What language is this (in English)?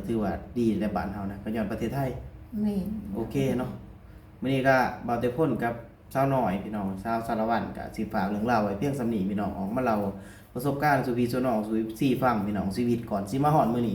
Lao